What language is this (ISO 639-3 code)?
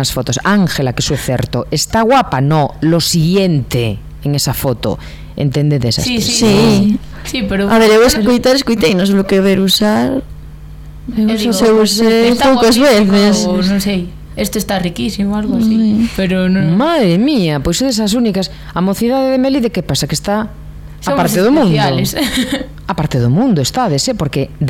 glg